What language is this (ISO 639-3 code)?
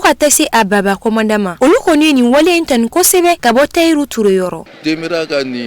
bam